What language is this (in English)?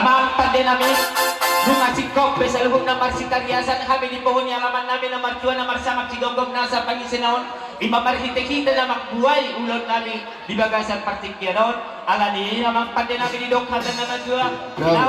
Batak Toba